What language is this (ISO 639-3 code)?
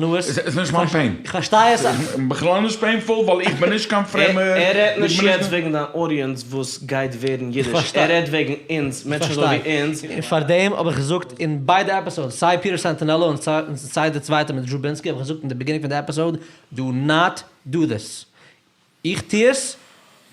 yid